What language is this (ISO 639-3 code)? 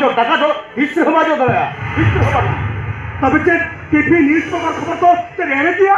sat